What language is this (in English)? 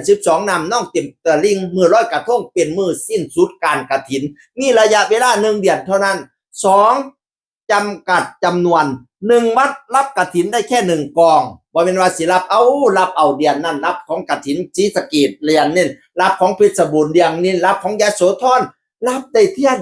Northeastern Thai